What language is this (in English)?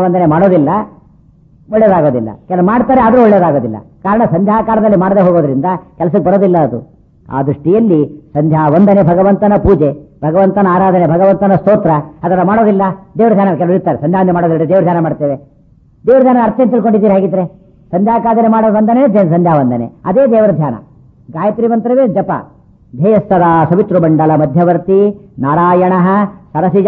Kannada